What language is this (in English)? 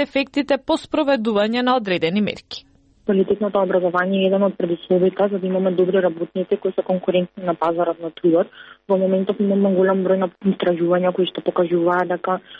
Macedonian